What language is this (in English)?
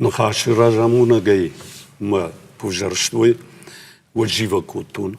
Ossetic